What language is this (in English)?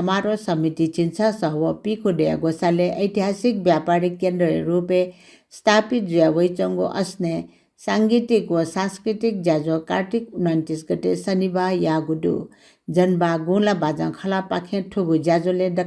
Newari